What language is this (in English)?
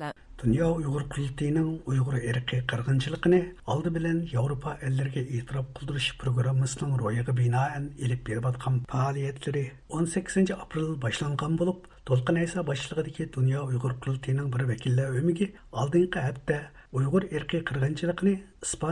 Uyghur